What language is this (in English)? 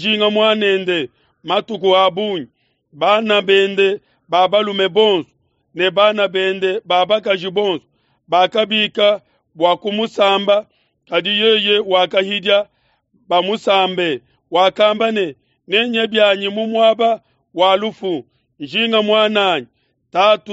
Luba-Lulua